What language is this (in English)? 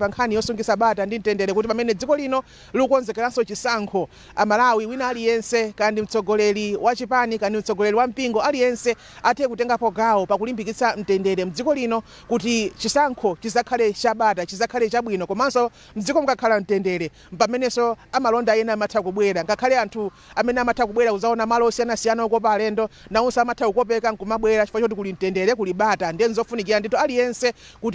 Nyanja